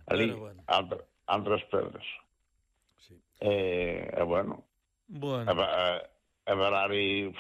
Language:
Galician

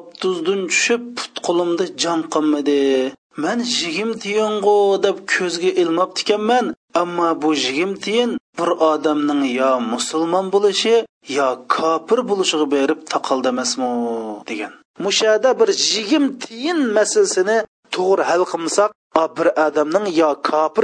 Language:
Uyghur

